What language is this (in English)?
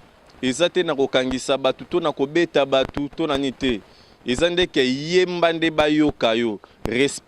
Lingala